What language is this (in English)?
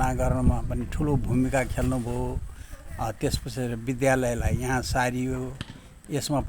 Nepali